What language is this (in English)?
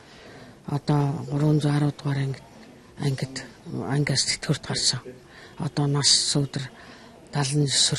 Mongolian